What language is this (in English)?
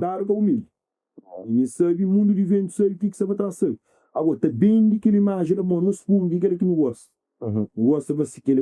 Kabuverdianu